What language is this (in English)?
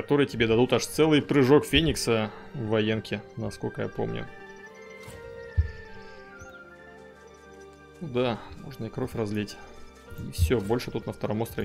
Russian